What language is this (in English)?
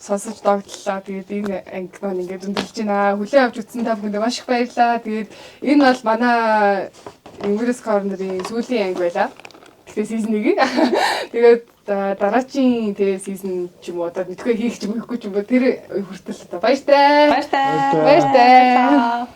Mongolian